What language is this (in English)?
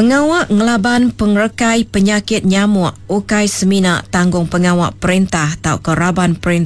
Iban